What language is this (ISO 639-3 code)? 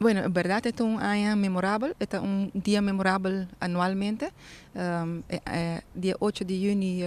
pap